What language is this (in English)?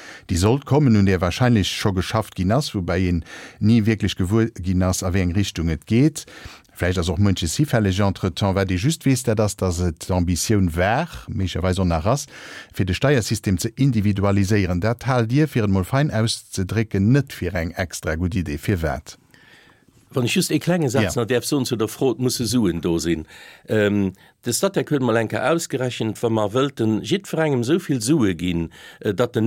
Luxembourgish